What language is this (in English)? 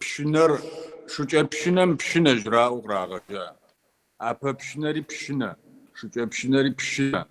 Kabardian